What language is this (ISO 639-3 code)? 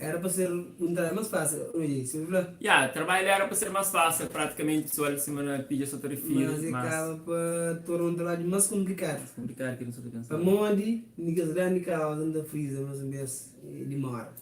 kea